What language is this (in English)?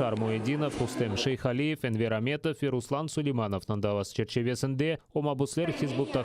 Crimean Tatar